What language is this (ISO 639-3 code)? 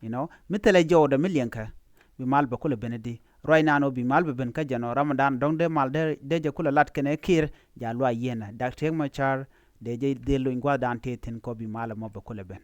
nus